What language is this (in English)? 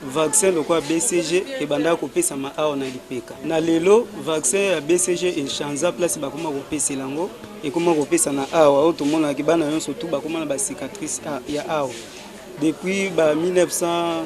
Lingala